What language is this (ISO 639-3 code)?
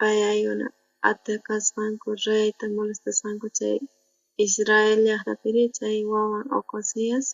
quh